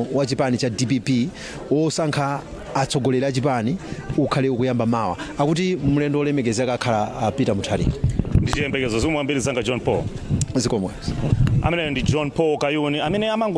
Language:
Nyanja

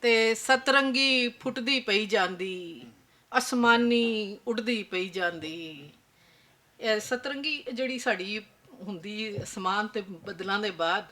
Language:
Western Panjabi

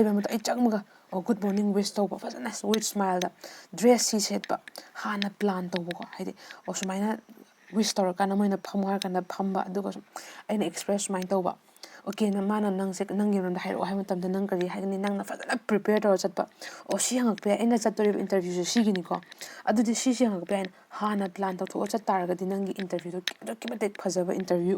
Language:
Manipuri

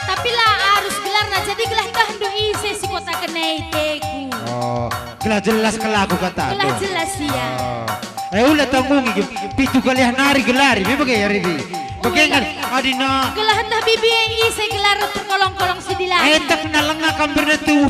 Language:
Batak Karo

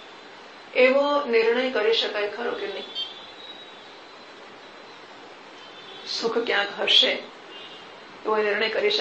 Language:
Gujarati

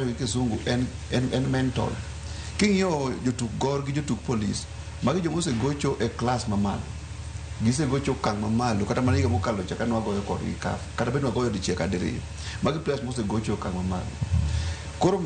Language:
Luo (Kenya and Tanzania)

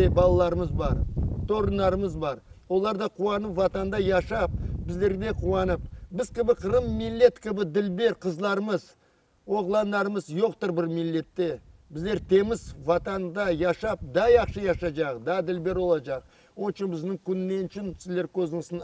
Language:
Crimean Tatar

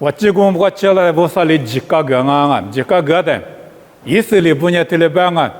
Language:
Lisu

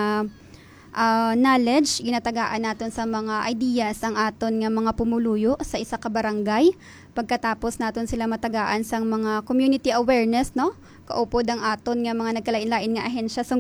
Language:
Hiligaynon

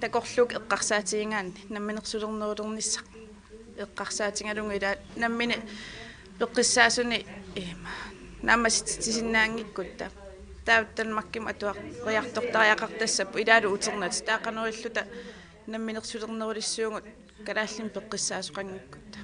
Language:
Kalaallisut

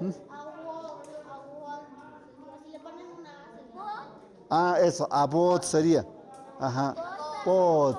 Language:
Tlahuitoltepec Mixe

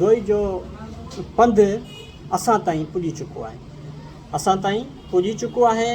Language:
Sindhi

